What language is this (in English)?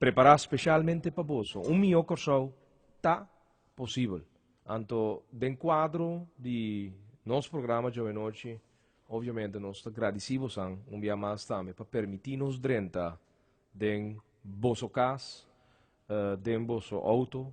Papiamento